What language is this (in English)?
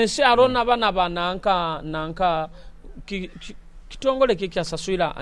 Nyoro